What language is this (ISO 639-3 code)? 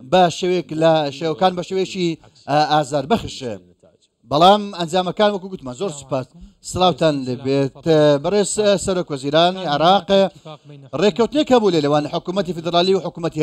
ckb